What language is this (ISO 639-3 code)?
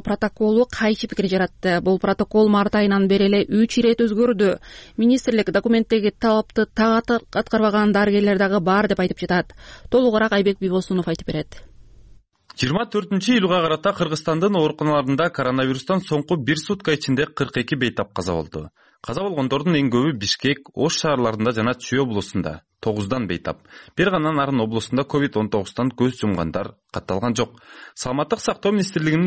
kir